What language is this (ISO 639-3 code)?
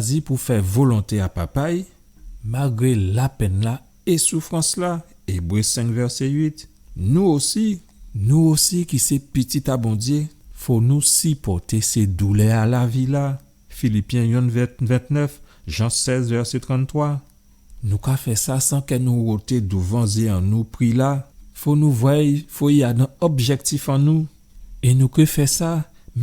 gcf